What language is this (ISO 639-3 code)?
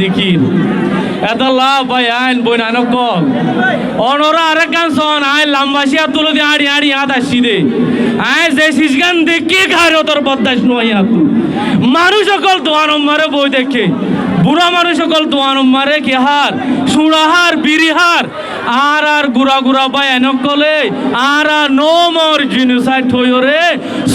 rhg